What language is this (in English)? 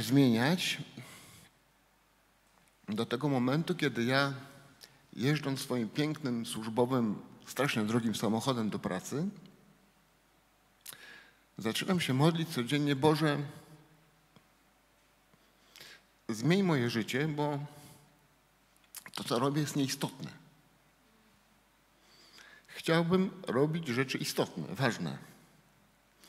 Polish